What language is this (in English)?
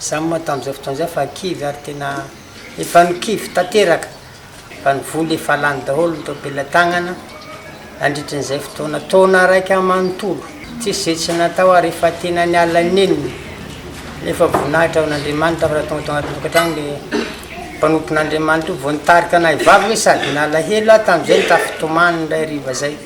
Malagasy